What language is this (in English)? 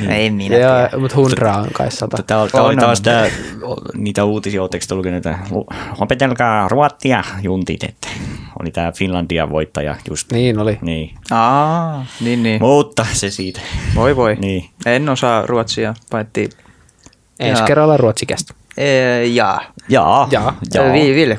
Finnish